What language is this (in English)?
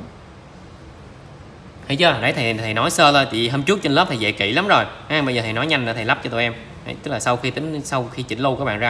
Vietnamese